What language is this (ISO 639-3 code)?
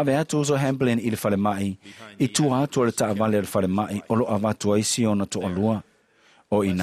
smo